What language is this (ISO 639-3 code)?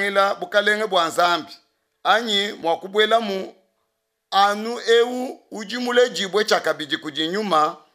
lua